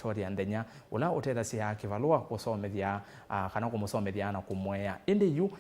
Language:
Kamba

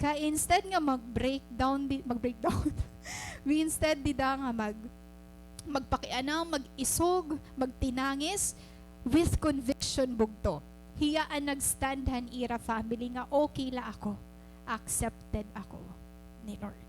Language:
Waray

